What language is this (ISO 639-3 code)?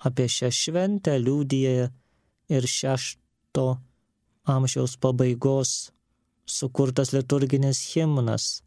lit